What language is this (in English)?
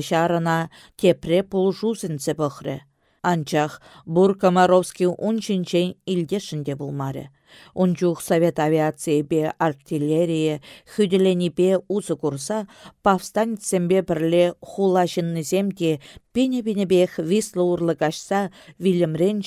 Chuvash